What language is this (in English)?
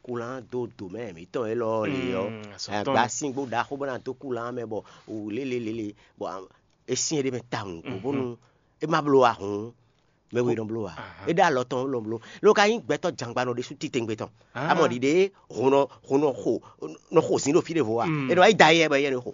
Fon